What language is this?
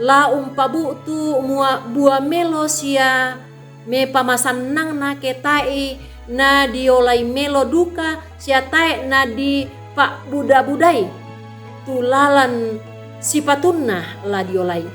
Toraja-Sa'dan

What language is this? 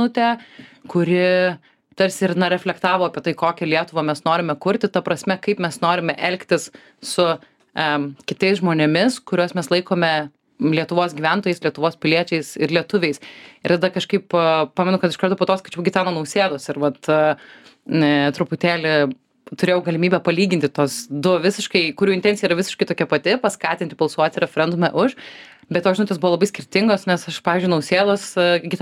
Lithuanian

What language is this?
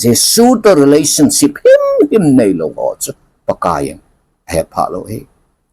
Thado Chin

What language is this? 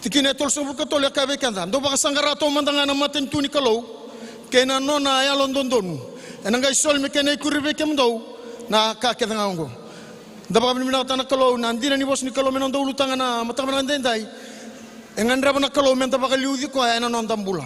Fijian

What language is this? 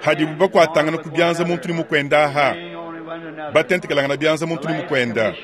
Luba-Lulua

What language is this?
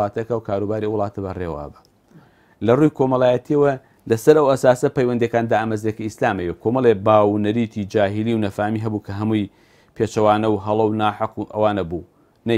Central Kurdish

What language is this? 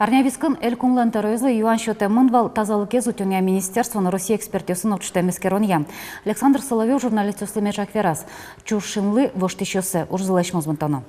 Udmurt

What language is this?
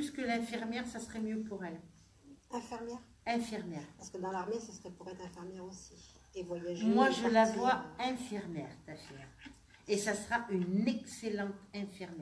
French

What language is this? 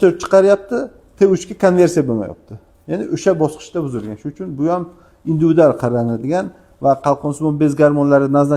Uzbek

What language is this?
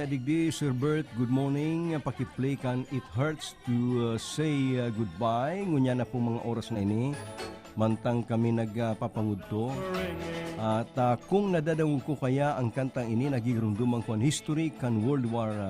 Bikol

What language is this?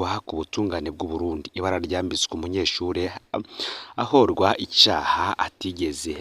Rundi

